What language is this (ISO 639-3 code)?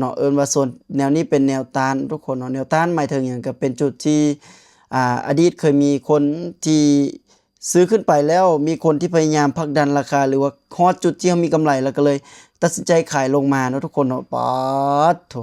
lao